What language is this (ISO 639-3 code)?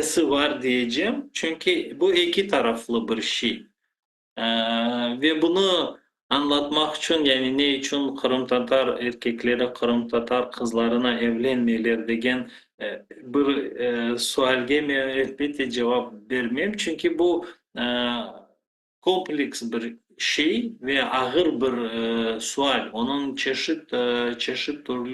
crh